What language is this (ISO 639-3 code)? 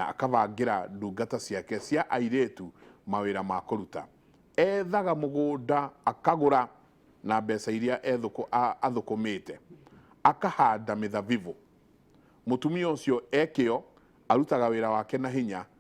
kik